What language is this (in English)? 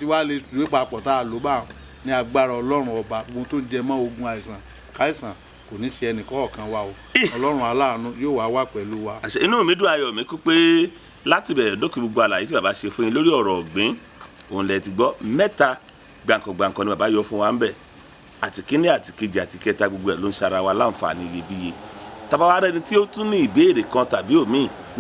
Yoruba